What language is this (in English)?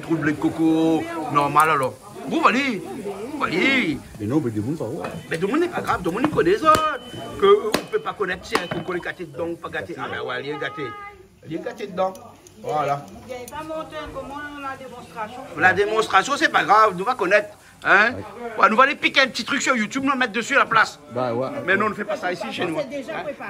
Réunion Creole French